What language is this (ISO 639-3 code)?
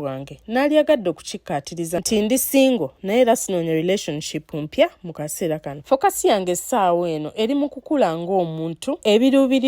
lug